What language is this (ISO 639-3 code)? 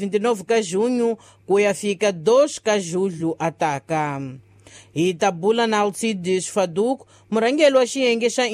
tso